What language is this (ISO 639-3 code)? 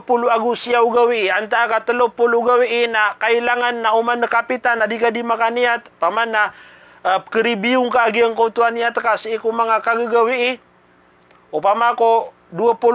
mrw